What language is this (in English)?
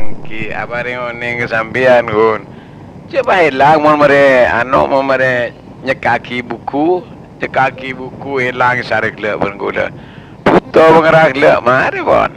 Madurese